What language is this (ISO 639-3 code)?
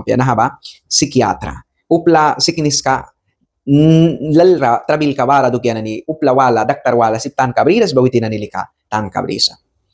miq